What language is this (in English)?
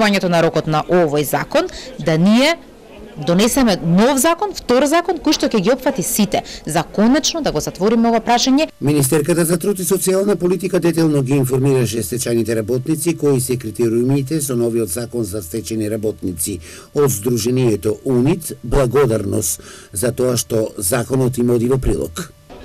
Macedonian